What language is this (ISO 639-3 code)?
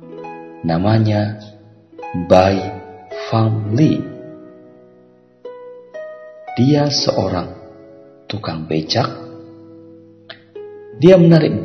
ind